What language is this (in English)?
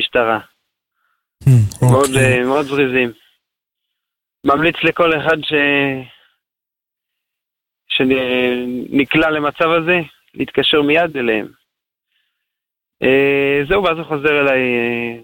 Hebrew